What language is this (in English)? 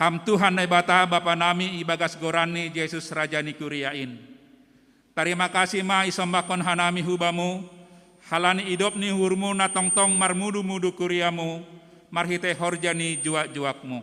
Batak Simalungun